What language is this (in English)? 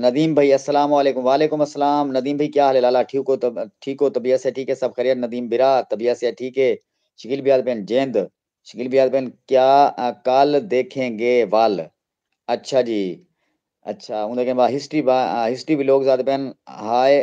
Saraiki